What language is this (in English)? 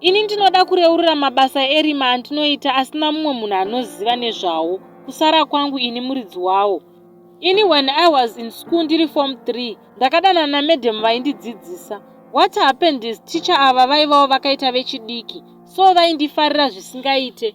Shona